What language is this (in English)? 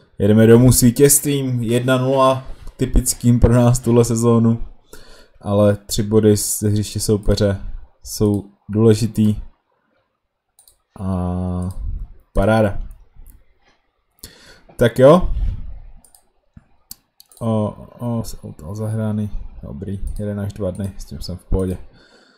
Czech